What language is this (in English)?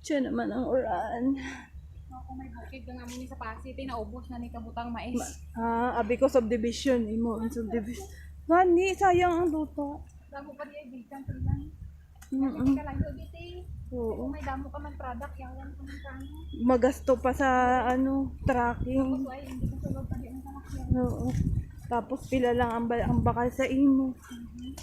Hiligaynon